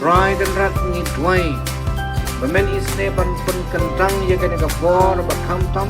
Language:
Khasi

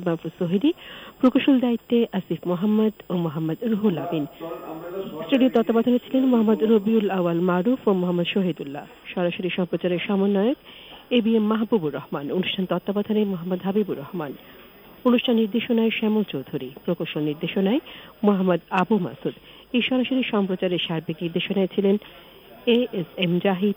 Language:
Bangla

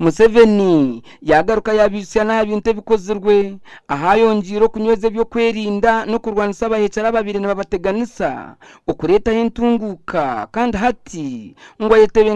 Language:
Nyankole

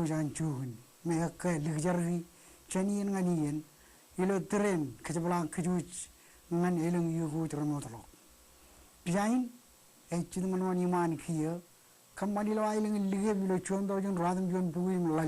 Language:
Marshallese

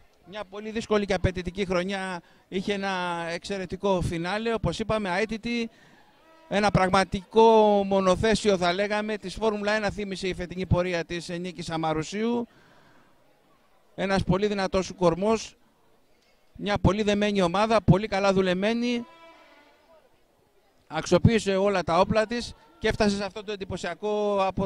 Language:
Greek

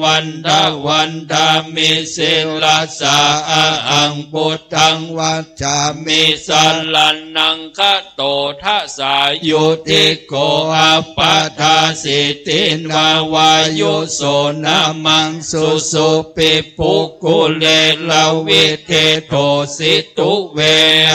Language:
Pali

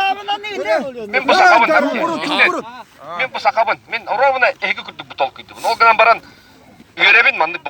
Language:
Yakut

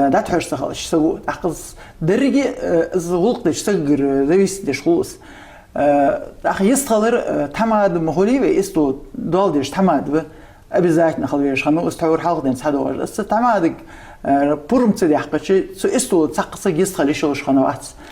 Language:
Ingush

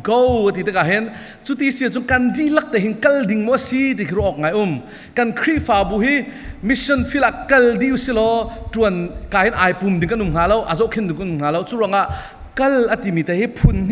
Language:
Falam Chin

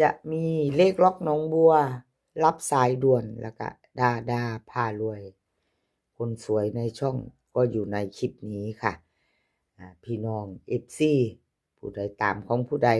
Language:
Northeastern Thai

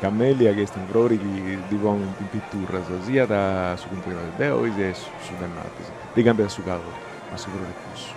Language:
Sardinian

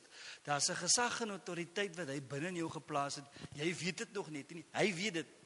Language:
Afrikaans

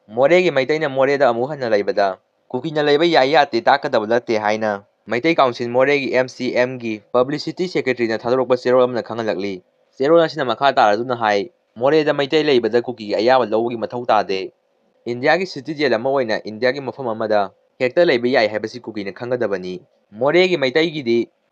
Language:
Manipuri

